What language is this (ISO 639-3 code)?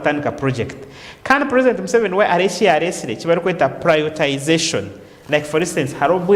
nyn